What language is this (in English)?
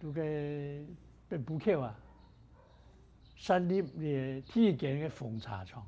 Hakka Chinese